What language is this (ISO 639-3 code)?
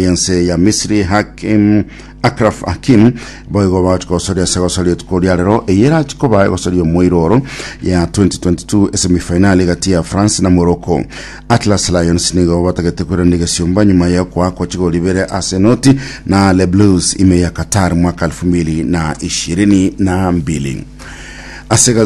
guz